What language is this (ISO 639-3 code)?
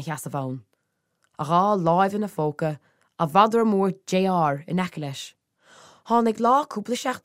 gle